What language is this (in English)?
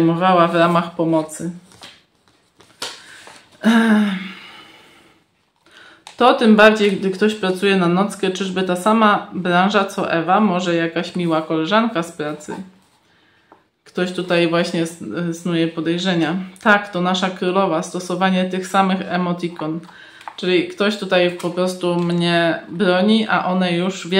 Polish